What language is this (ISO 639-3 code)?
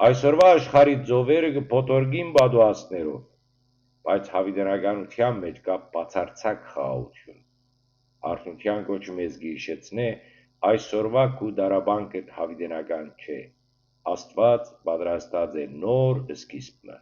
hyw